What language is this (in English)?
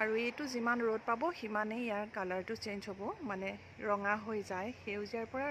Assamese